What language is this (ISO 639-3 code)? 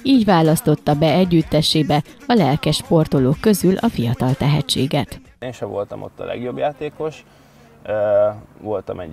hun